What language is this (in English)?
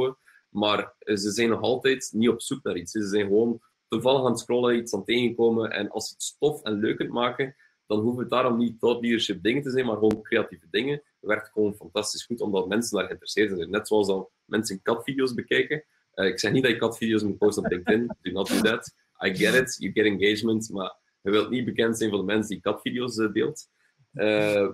Dutch